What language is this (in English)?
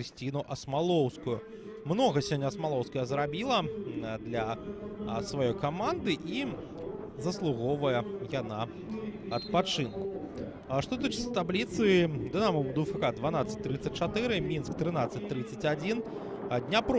Belarusian